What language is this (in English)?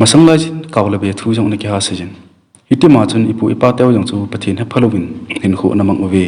Thado Chin